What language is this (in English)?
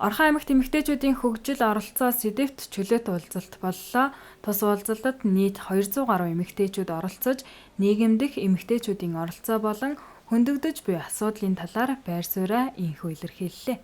Mongolian